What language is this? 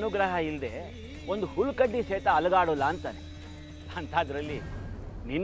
Kannada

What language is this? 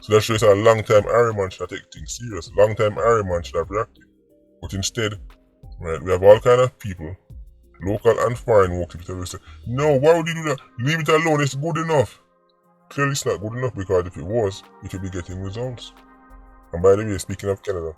Jamaican Creole English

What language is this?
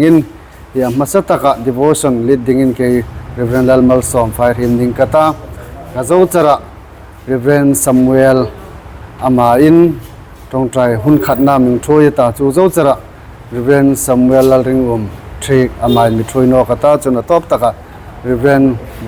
Hmar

